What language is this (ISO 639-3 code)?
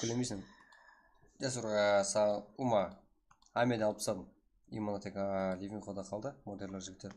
kaa